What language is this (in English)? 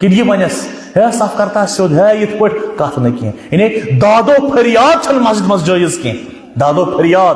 Kashmiri